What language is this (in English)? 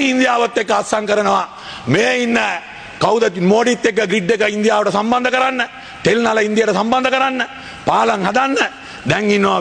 Sinhala